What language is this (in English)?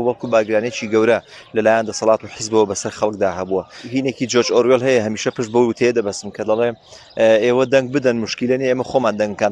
Central Kurdish